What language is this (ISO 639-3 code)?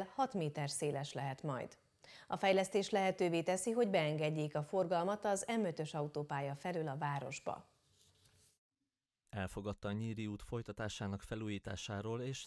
hun